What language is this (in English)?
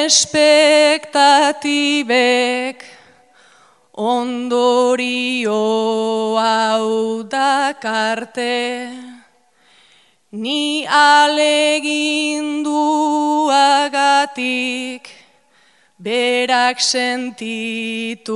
Basque